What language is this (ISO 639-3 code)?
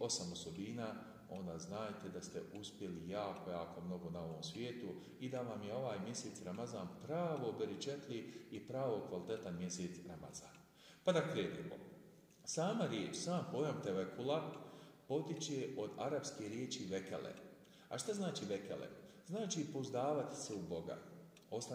bos